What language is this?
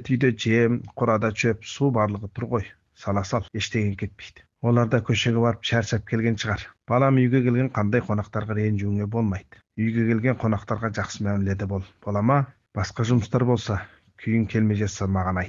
Kazakh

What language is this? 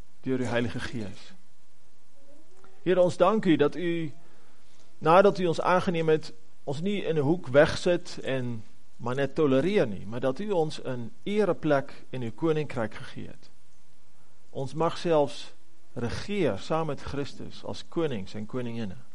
Afrikaans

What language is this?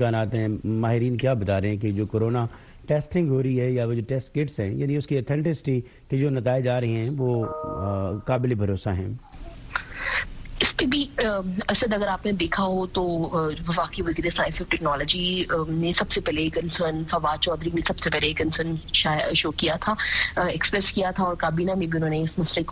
Urdu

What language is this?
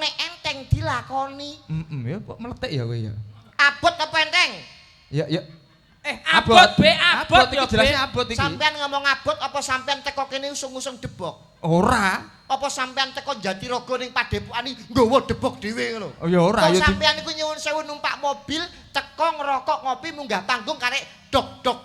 Javanese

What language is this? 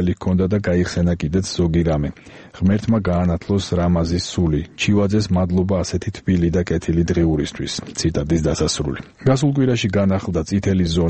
Georgian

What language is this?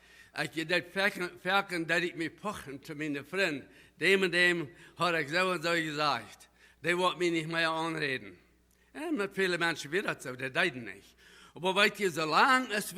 Plautdietsch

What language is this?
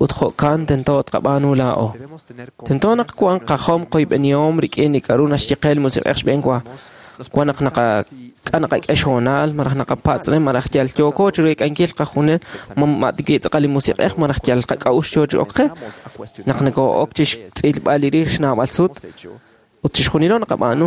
Kekchí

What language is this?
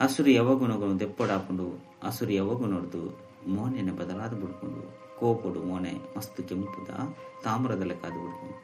Tulu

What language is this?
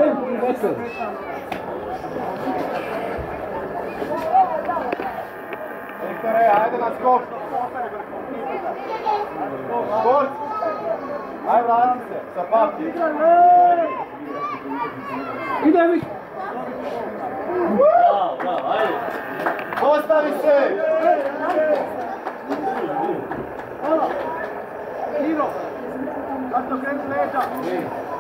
Croatian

